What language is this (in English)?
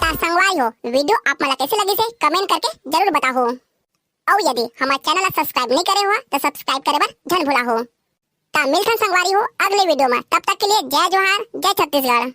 Chhattisgarhi